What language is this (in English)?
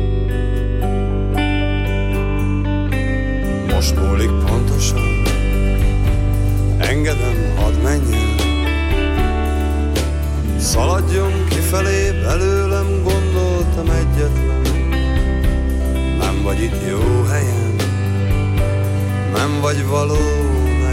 Hungarian